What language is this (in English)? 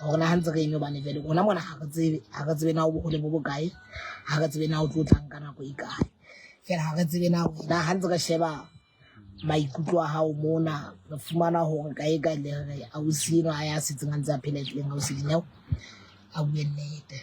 Southern Sotho